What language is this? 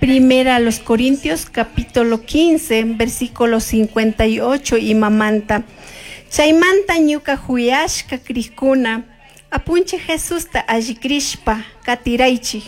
Chimborazo Highland Quichua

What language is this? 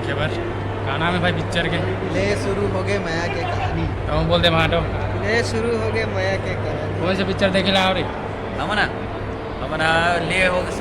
Chhattisgarhi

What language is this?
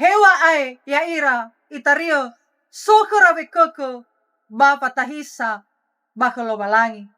Nias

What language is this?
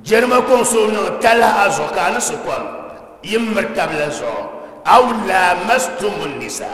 Dagbani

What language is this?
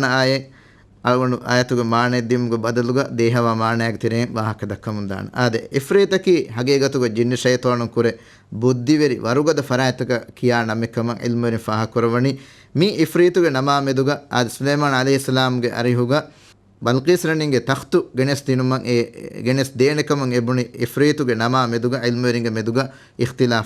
Divehi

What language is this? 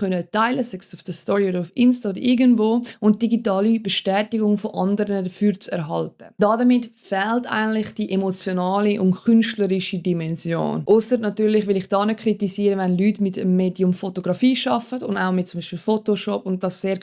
Swiss German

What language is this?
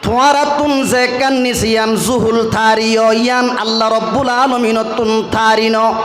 Rohingya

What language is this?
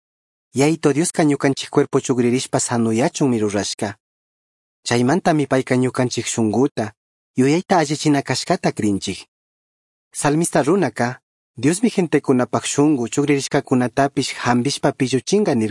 Chimborazo Highland Quichua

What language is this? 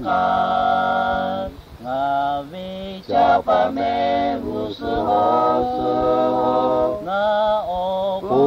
Lahu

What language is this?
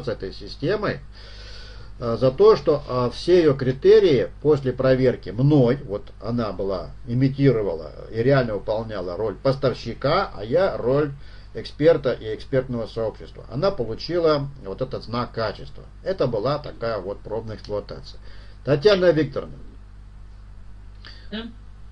Russian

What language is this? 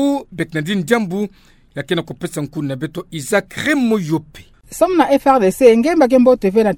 Kituba (Democratic Republic of Congo)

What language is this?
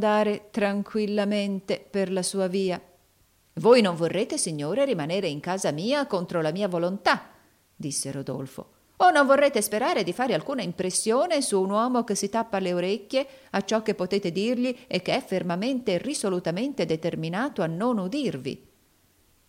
Italian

